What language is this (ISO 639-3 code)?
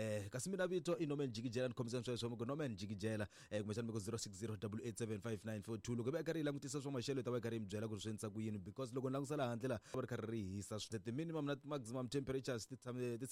tso